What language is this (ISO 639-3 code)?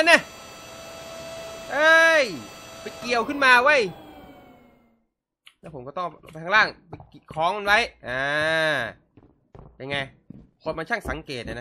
tha